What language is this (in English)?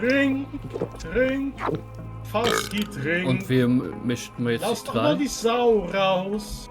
Swiss German